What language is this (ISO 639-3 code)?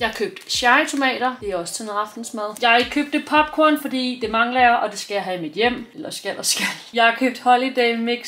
dan